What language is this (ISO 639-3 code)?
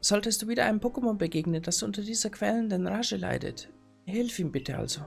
bar